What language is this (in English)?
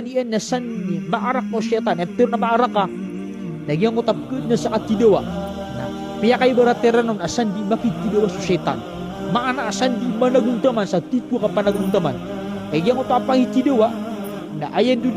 Maranao